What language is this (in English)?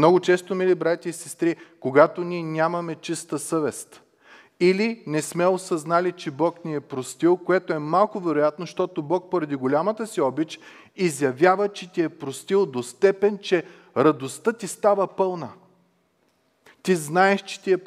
Bulgarian